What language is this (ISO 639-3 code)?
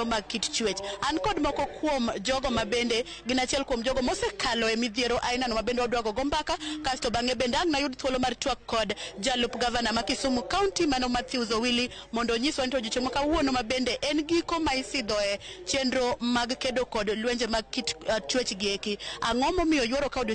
luo